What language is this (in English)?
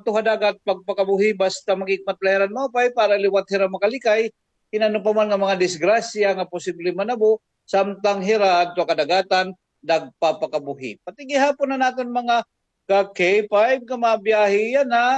Waray